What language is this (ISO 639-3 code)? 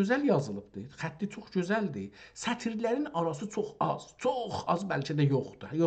azb